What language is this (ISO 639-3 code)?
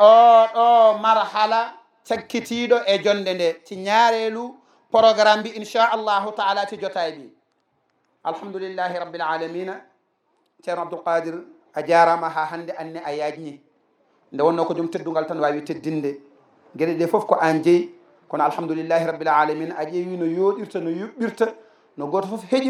ful